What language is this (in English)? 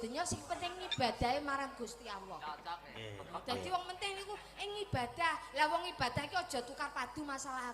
Javanese